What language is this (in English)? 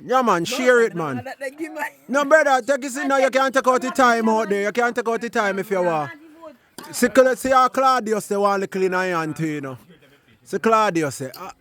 Jamaican Creole English